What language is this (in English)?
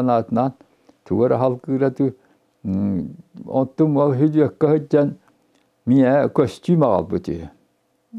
Yakut